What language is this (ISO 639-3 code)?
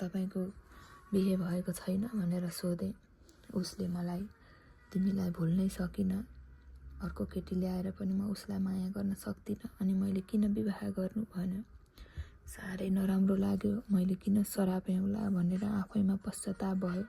nep